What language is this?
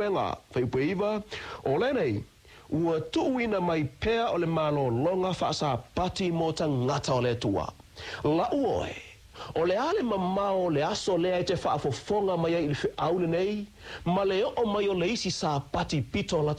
Samoan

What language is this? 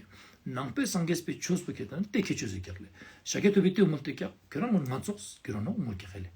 Ladakhi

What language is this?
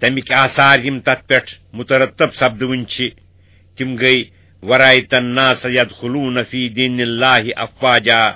Kashmiri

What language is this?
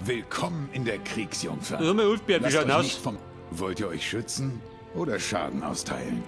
Bavarian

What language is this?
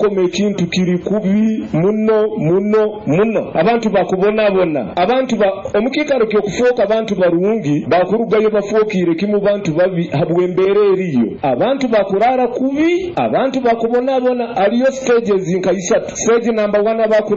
Nyoro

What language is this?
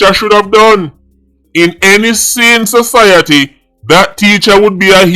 Jamaican Creole English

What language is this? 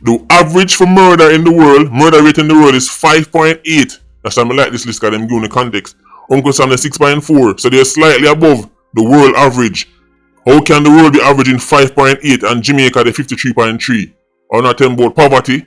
Jamaican Creole English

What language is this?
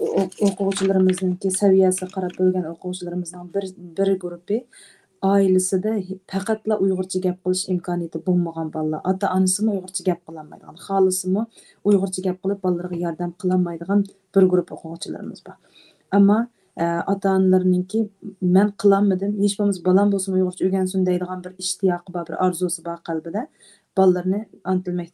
Uyghur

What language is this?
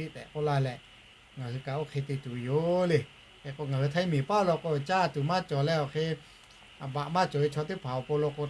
Lahu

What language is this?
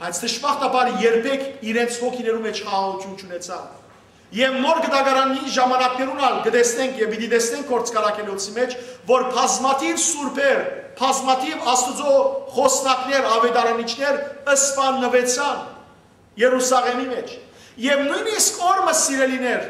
Western Armenian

